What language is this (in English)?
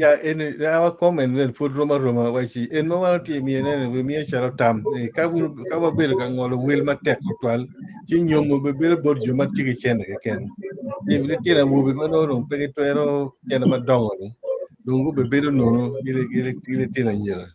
Acoli